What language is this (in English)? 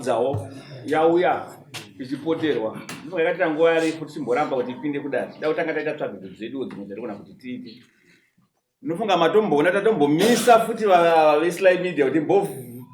Shona